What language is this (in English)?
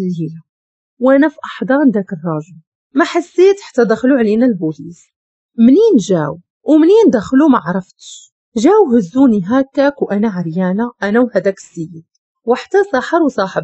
Moroccan Arabic